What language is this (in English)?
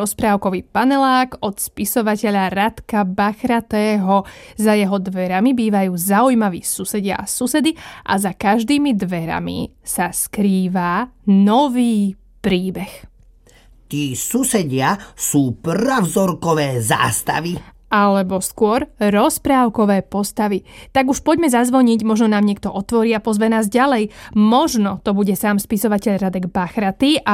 Slovak